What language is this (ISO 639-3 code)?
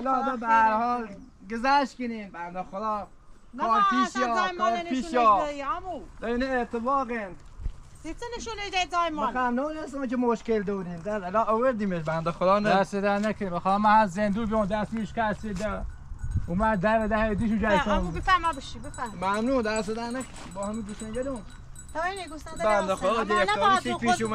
fas